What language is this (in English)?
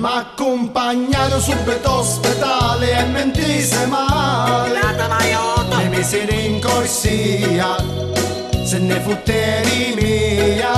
Neapolitan